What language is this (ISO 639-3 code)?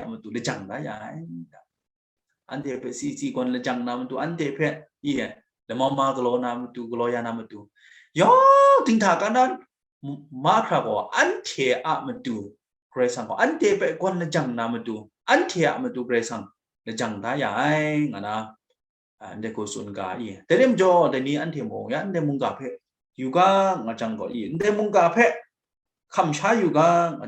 kac